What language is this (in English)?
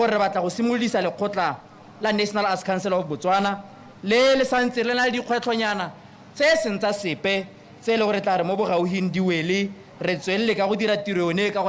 Tswana